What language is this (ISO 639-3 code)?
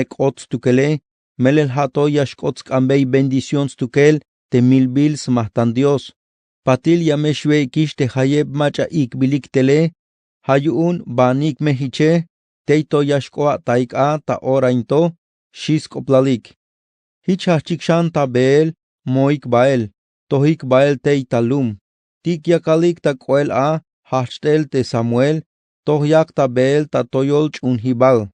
tzh